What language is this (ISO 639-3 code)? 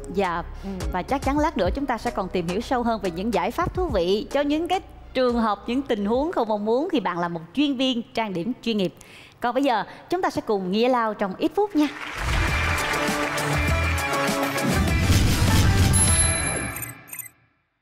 vie